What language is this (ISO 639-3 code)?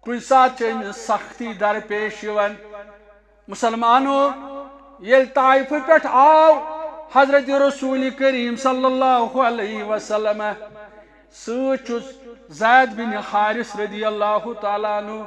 kas